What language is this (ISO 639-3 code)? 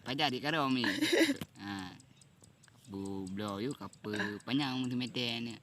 ace